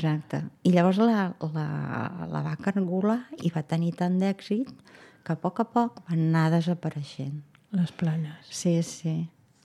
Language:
Catalan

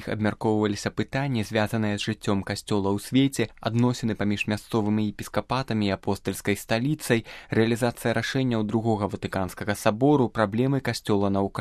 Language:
Belarusian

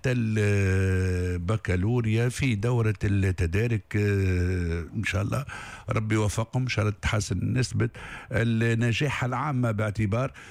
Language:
Tunisian Arabic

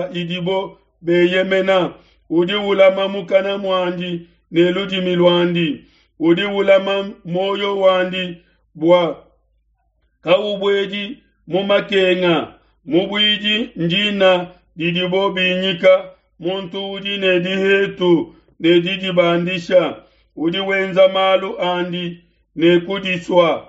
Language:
Luba-Lulua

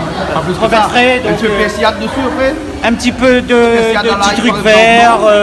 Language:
Réunion Creole French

